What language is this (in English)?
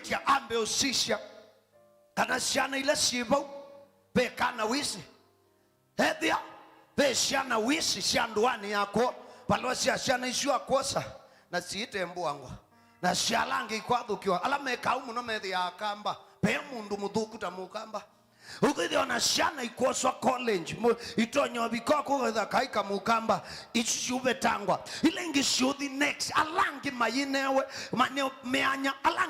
Kamba